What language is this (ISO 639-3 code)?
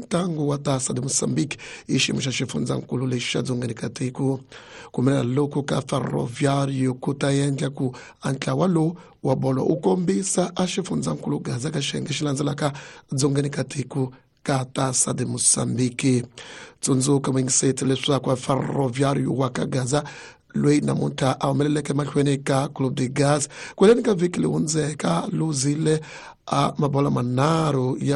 tso